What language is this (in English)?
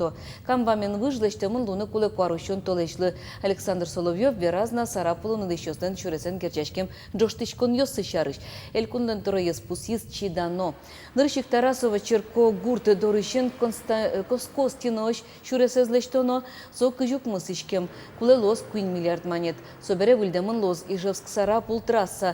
Udmurt